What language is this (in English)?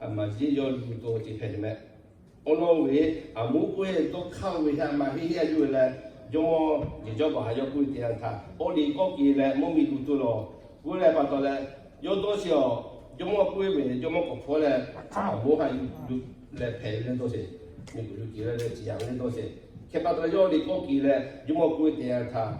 Lahu